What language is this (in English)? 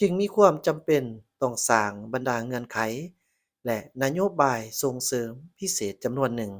Lao